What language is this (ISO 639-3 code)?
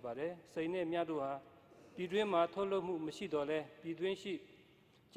mya